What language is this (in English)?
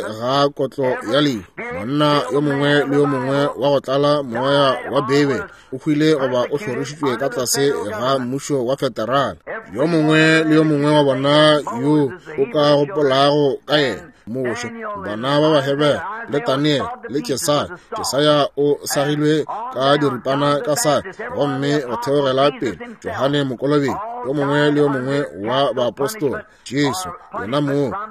Northern Sotho